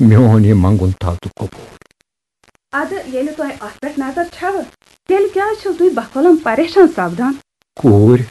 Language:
Kashmiri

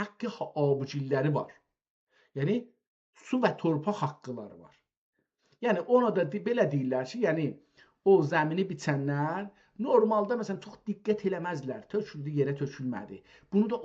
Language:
South Azerbaijani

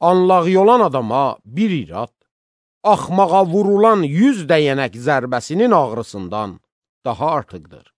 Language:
Azerbaijani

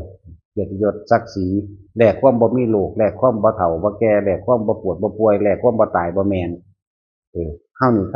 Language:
Northeastern Thai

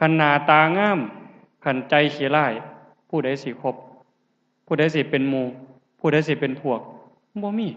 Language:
Lao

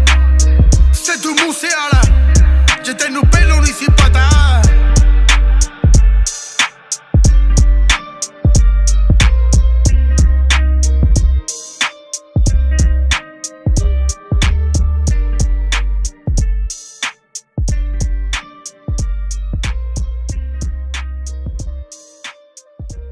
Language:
Punjabi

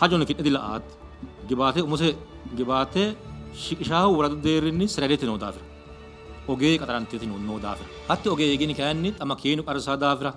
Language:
Sidamo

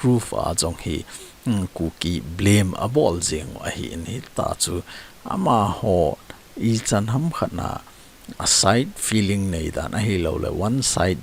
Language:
Thado Chin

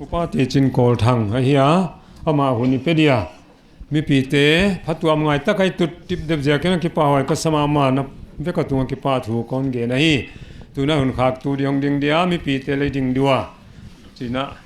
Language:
Paite Chin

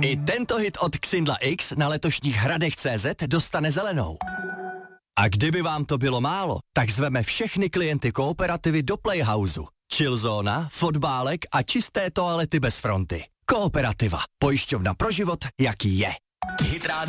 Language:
Czech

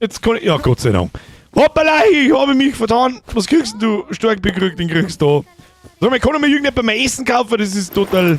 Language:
Bavarian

